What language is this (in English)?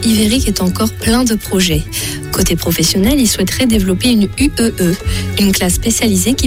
French